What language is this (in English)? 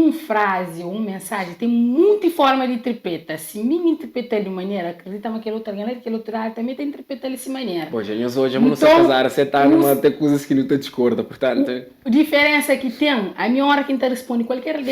Kabuverdianu